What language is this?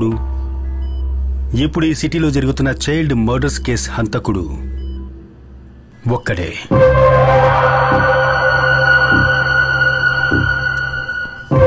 Telugu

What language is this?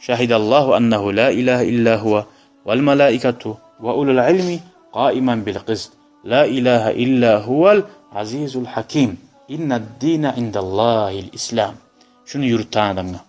Kumyk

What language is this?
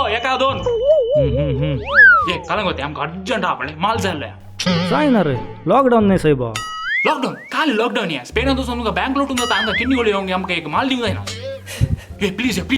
Konkani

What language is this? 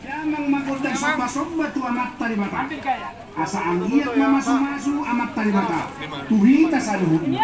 Batak Toba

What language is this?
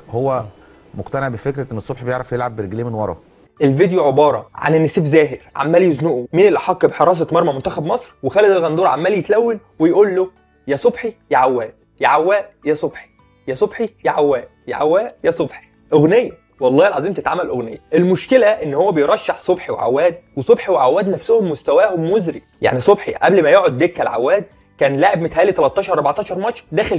Egyptian Arabic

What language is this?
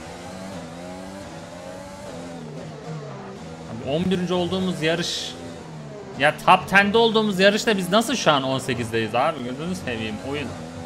Turkish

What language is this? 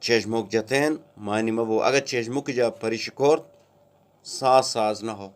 Eastern Balochi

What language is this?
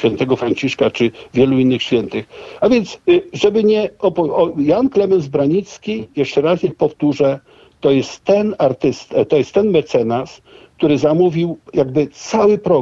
Polish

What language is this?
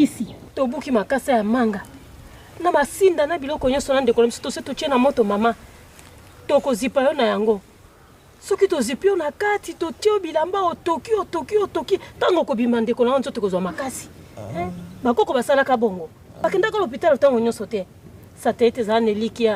Lingala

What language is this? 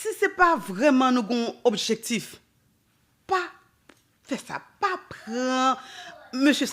Haitian Creole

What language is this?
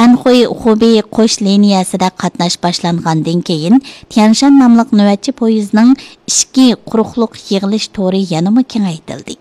Uyghur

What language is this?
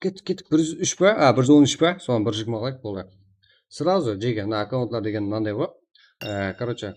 Kara-Kalpak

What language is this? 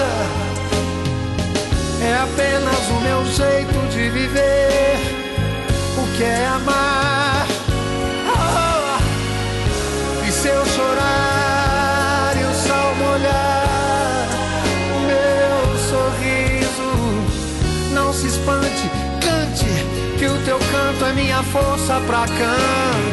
Portuguese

